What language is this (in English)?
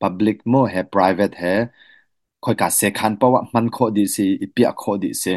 Hakha Chin